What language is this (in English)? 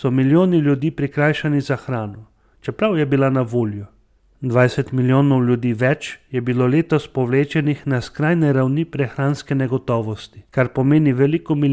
Slovenian